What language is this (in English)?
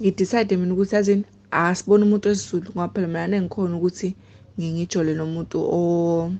Zulu